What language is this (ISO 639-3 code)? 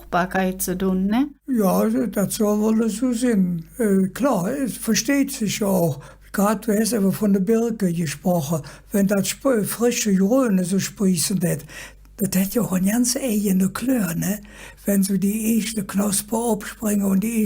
ksh